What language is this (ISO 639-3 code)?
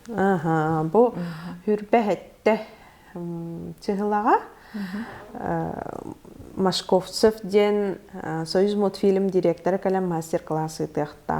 sah